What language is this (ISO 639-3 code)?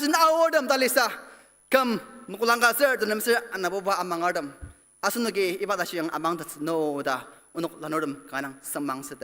njo